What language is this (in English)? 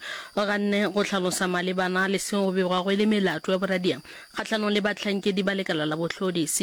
Northern Sotho